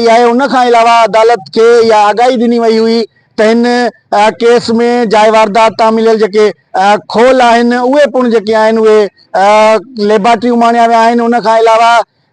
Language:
Sindhi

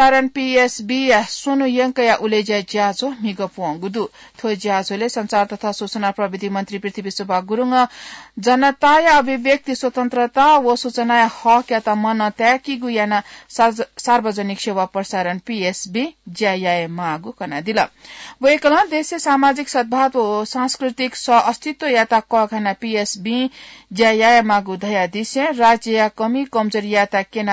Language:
Newari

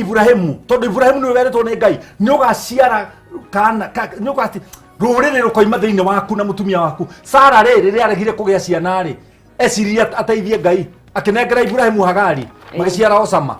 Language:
Kikuyu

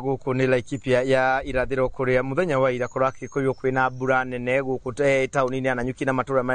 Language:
Kikuyu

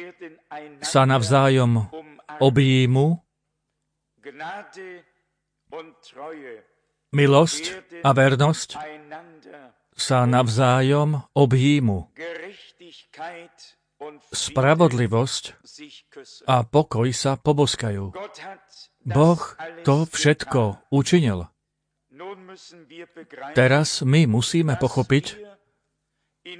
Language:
Slovak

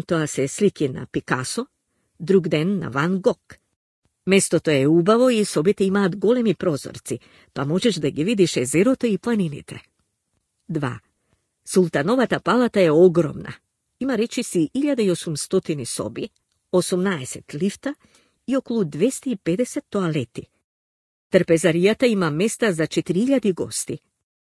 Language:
Macedonian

